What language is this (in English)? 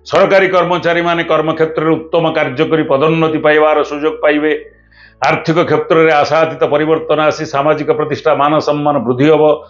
Odia